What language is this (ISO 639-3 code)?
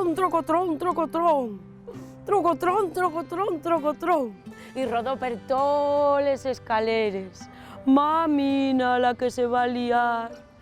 ast